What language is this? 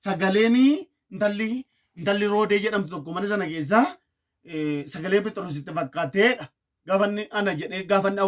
Oromo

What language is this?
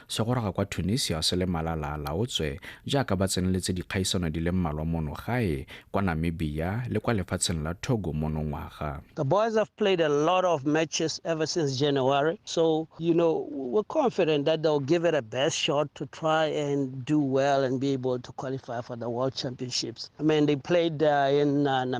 Tswana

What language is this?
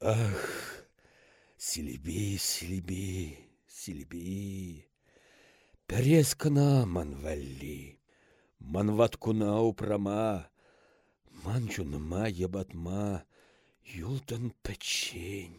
Chuvash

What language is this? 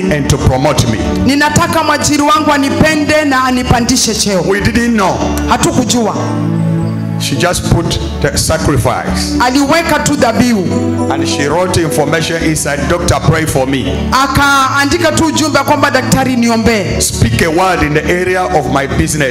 Swahili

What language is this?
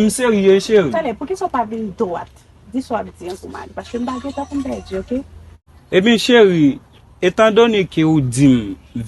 Haitian Creole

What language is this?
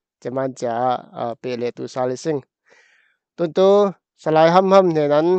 Falam Chin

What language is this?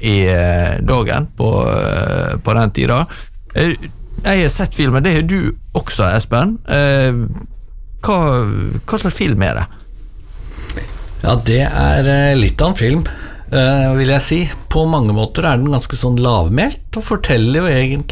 Norwegian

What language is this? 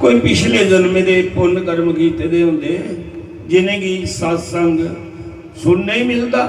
Dogri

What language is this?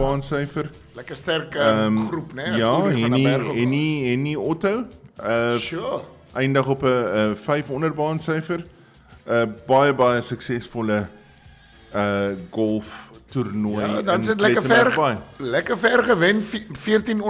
Afrikaans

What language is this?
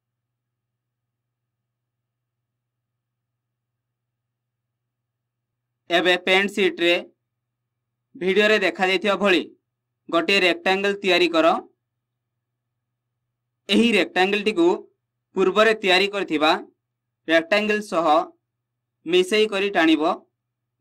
Odia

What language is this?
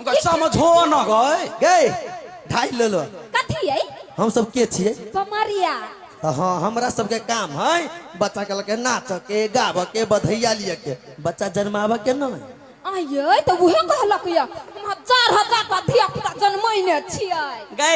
Maithili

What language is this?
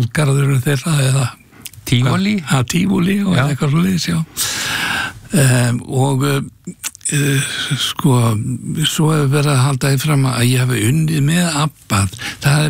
Icelandic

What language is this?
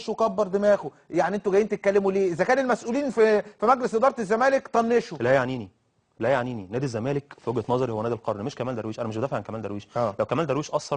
Egyptian Arabic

